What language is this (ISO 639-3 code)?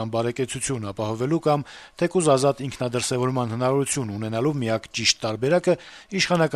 hye